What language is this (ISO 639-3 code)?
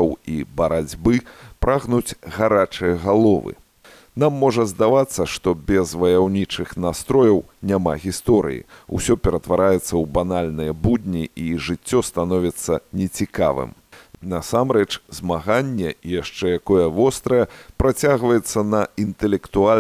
bel